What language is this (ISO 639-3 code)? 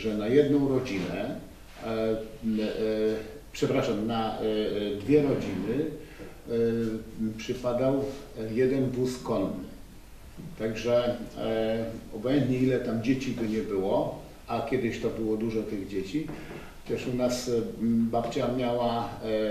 pol